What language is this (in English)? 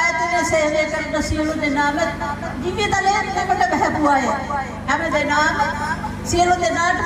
Sinhala